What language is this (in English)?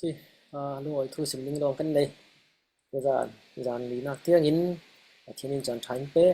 Falam Chin